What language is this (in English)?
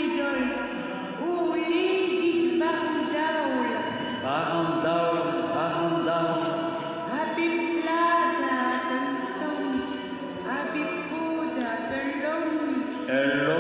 Breton